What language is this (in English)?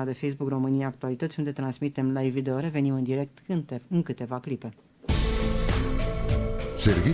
Romanian